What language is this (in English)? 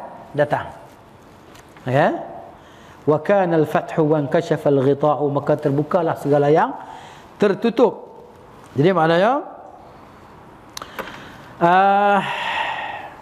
Malay